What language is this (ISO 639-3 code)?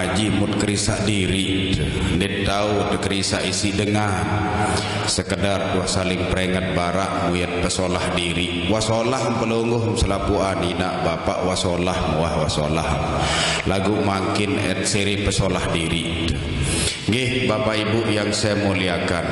sas